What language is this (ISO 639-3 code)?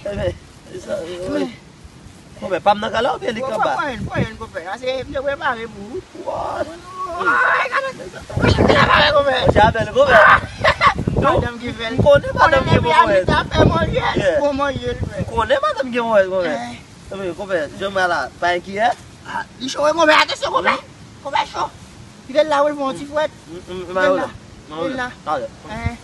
hat